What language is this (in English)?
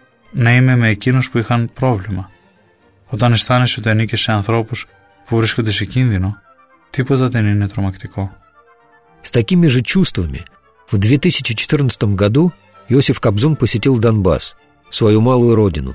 Greek